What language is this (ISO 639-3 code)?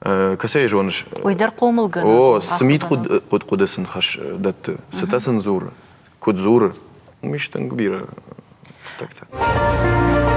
oss